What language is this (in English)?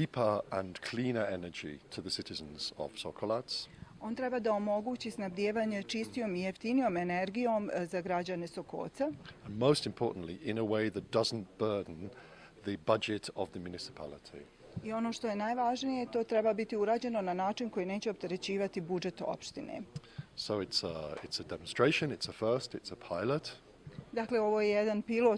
Bosnian